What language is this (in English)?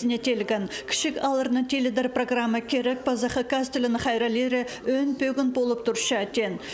Khakas